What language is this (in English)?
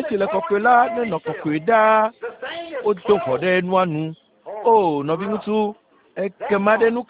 Ewe